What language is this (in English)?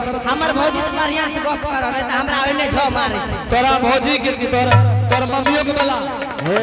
Angika